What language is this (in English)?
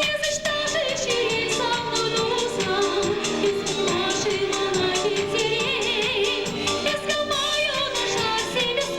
Chuvash